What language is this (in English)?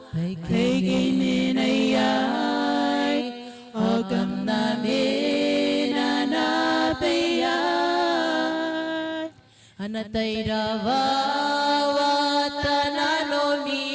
Gilbertese